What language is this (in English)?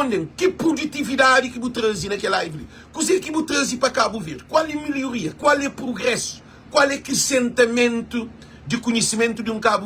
Kabuverdianu